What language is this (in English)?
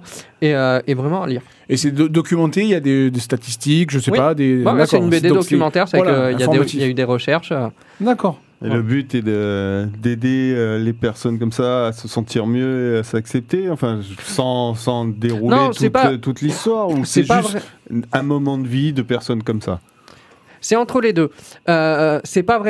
French